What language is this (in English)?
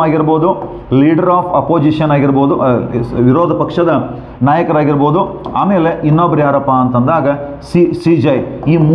Kannada